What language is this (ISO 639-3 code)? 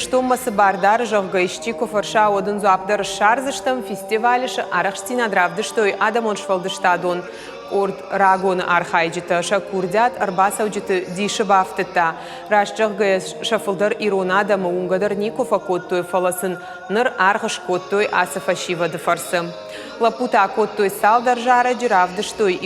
oss